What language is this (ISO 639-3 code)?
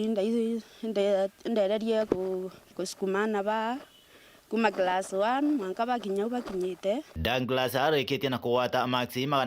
mer